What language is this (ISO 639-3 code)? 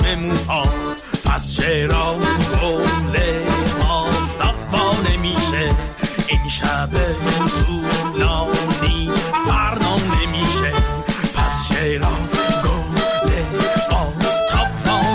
fas